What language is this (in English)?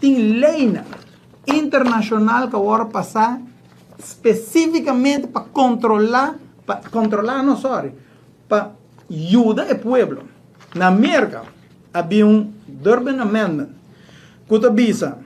Papiamento